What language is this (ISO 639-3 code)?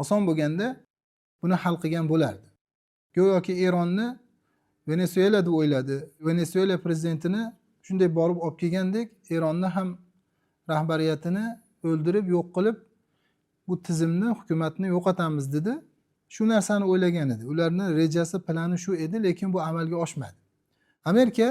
uzb